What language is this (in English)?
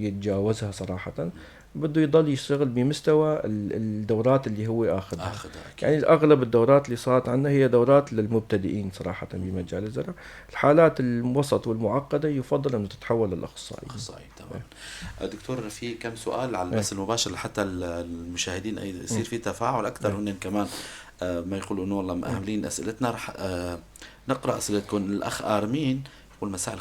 North Levantine Arabic